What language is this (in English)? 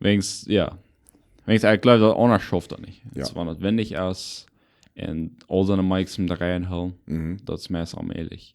Plautdietsch